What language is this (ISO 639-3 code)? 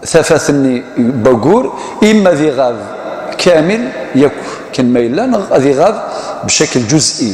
kab